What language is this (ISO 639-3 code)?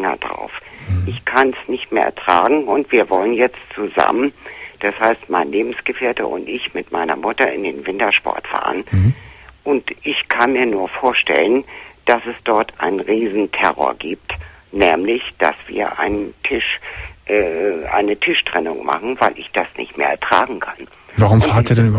deu